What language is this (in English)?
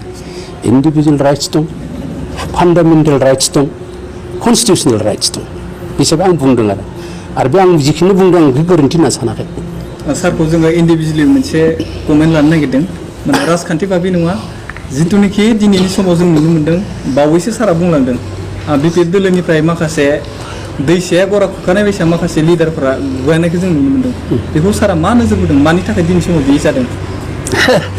Bodo